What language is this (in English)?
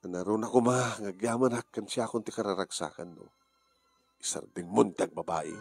Iloko